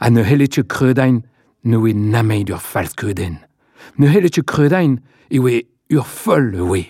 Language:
Breton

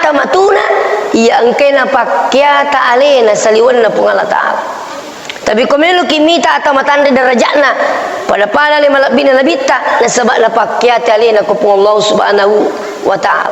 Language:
Buginese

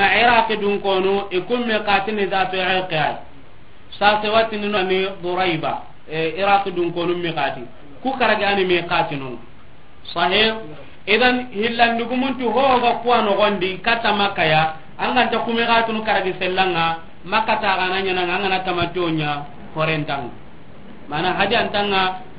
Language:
Soninke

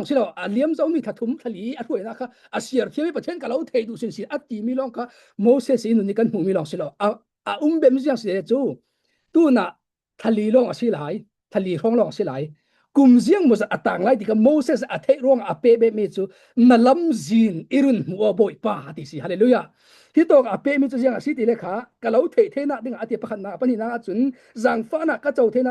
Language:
Falam Chin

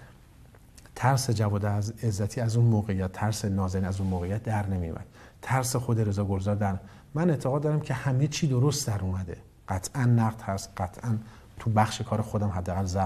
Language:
Persian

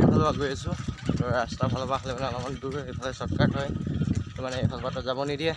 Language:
Assamese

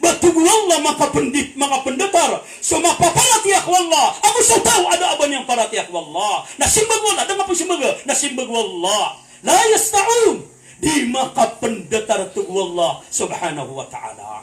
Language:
Maranao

